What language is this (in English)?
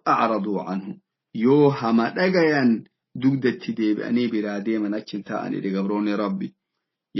Oromo